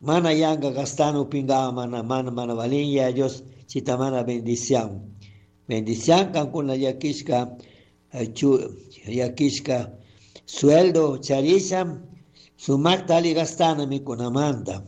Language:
Chimborazo Highland Quichua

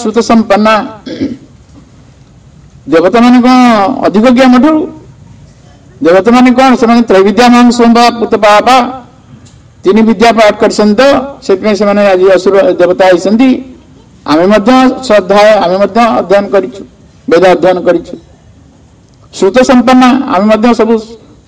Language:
Odia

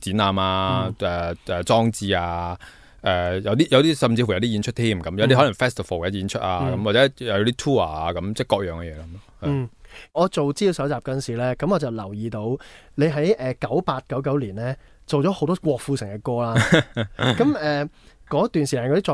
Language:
Cantonese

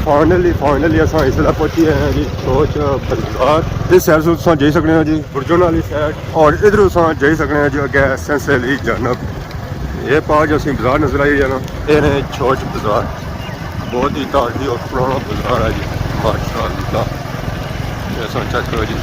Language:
Pahari-Potwari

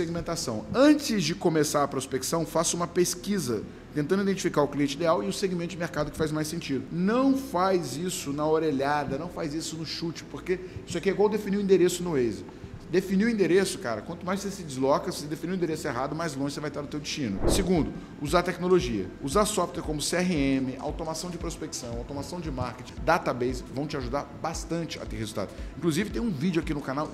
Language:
Portuguese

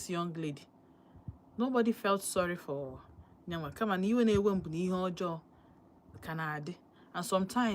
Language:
Igbo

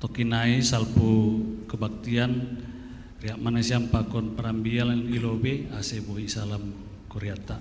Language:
Batak Simalungun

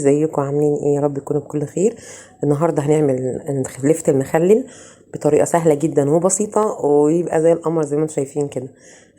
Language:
Egyptian Arabic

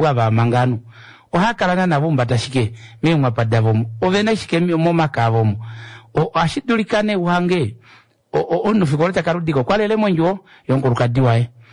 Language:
Kuanyama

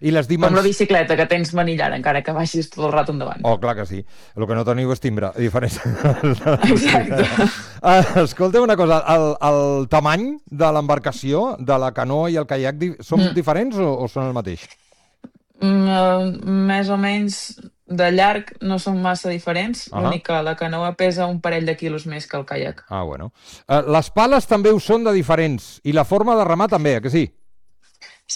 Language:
Catalan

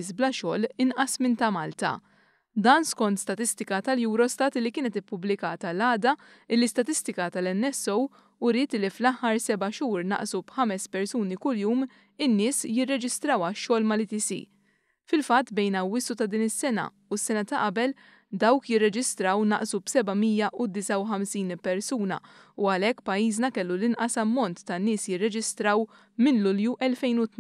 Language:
Maltese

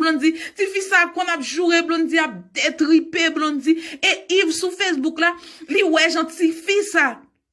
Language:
Haitian Creole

